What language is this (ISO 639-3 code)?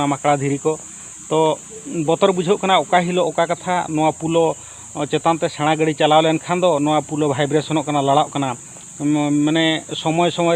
sat